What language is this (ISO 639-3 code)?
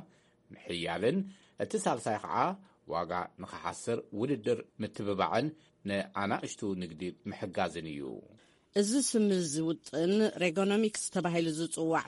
tir